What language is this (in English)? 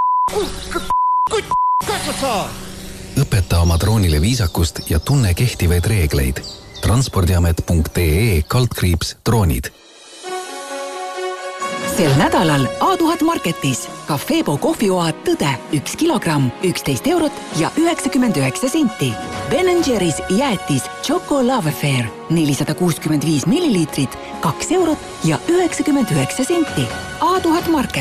Estonian